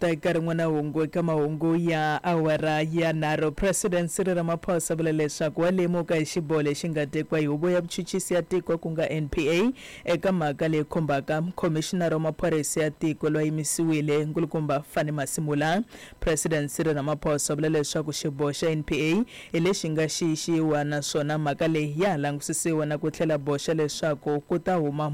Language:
Tsonga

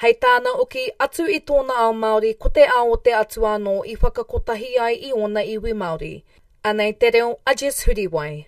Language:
Māori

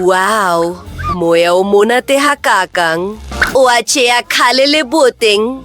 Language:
Southern Sotho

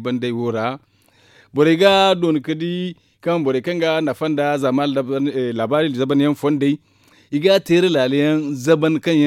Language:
Zarma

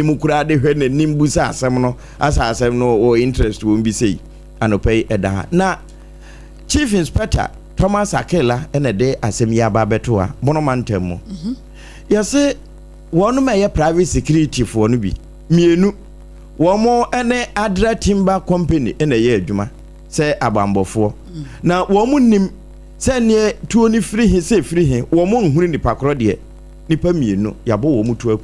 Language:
Akan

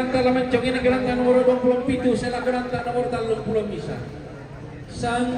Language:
Toraja-Sa'dan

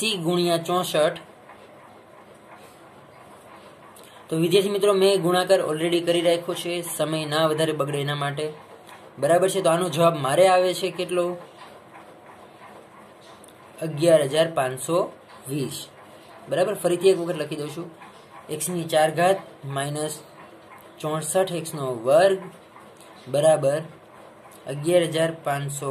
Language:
Gujarati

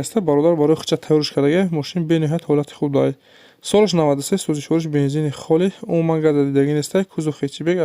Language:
Tajik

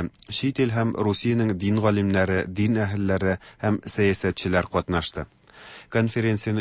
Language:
Tatar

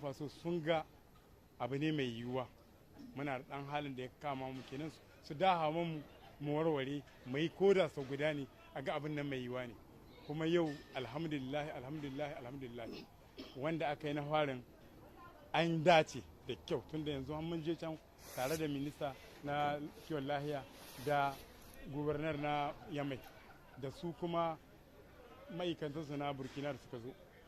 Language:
Hausa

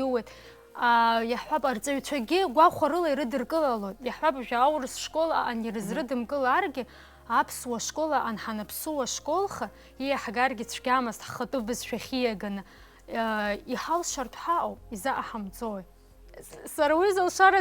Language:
Abkhazian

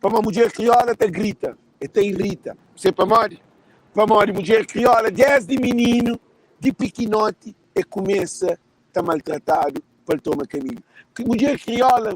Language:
Kabuverdianu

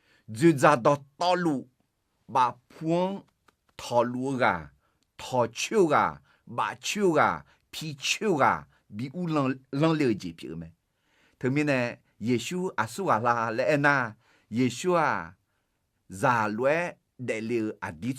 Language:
Akha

